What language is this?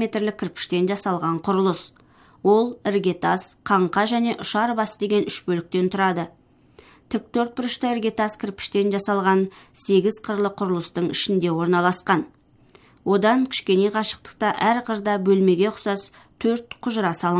Kazakh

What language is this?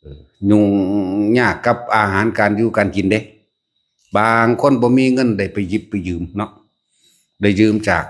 Lao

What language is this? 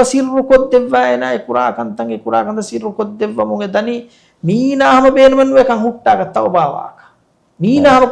Divehi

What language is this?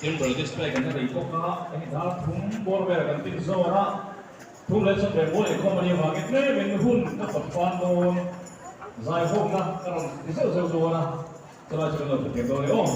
Mizo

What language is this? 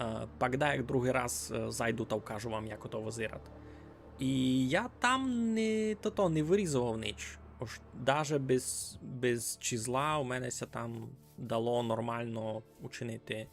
Rusyn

